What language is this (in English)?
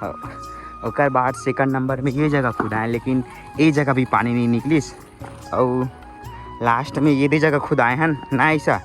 Chhattisgarhi